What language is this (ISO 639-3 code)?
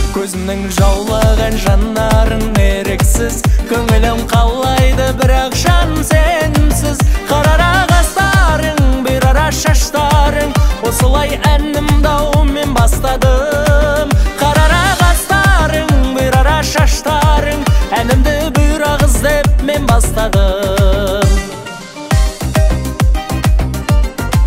kaz